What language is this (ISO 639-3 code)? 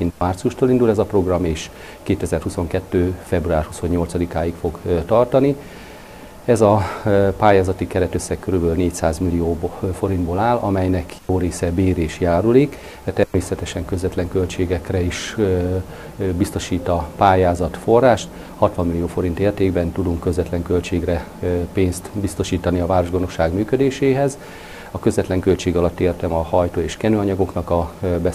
hun